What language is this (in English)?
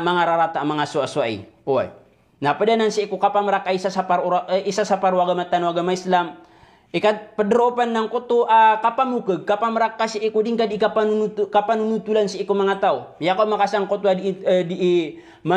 Maranao